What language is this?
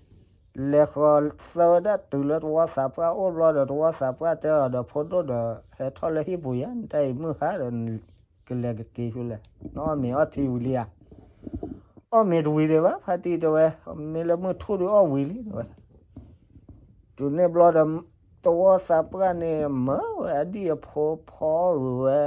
S'gaw Karen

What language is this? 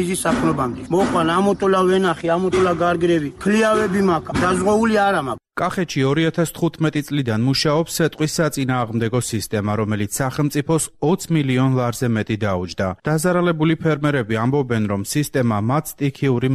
Georgian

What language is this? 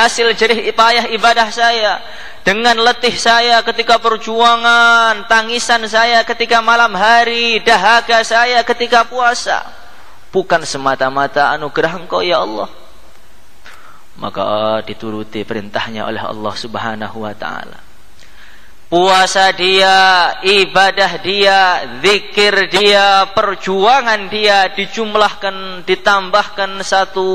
Indonesian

